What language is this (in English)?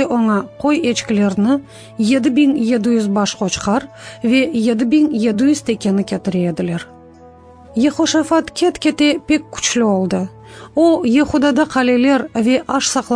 Crimean Tatar